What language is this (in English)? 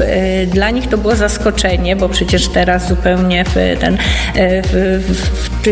Polish